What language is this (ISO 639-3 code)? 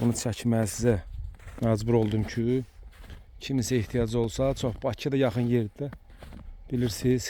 aze